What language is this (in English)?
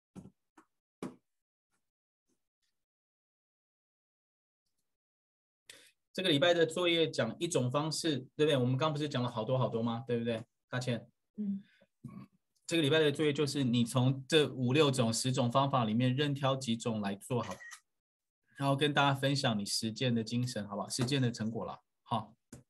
Chinese